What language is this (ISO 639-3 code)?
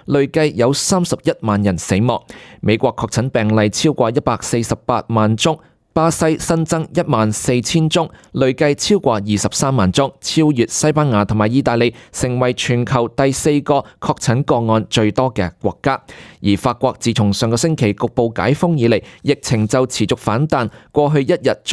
yue